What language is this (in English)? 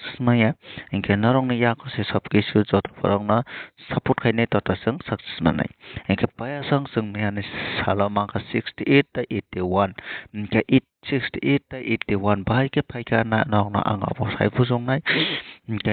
Kok Borok